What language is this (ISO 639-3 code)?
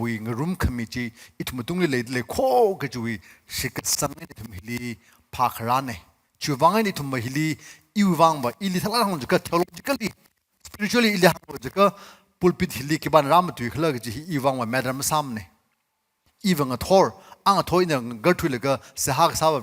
nmf